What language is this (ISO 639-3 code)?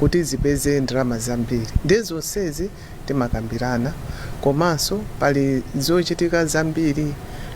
nya